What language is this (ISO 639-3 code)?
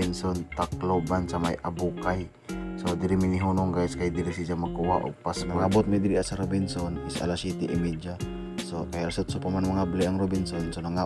ceb